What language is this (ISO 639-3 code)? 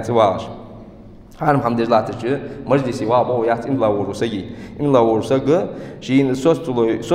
inh